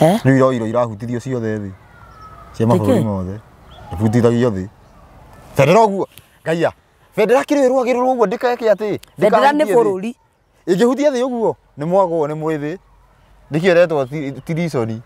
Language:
Kikuyu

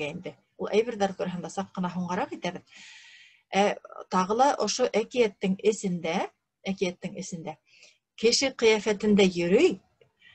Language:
Bashkir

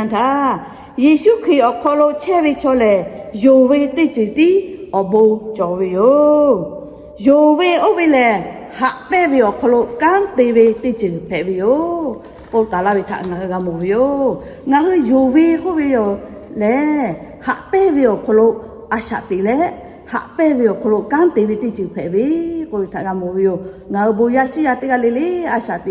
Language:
Lahu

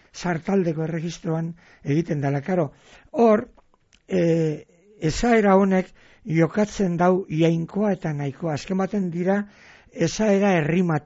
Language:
Basque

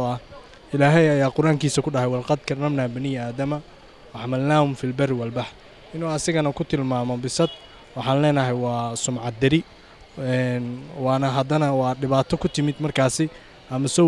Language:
Somali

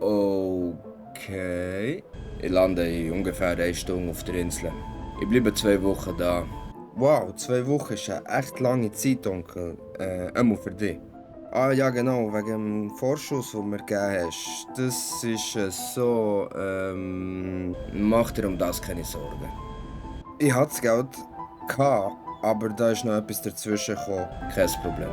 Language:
Swiss German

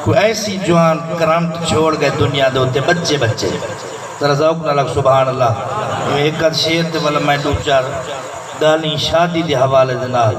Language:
Saraiki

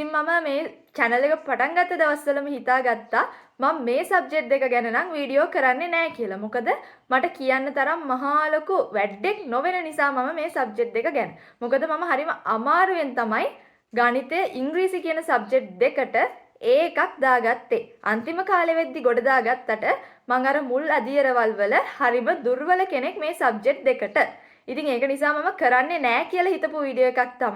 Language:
Sinhala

